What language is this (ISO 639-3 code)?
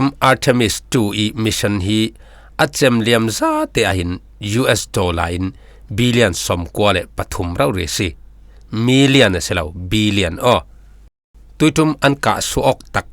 cfm